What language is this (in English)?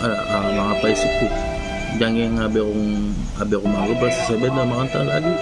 Pampanga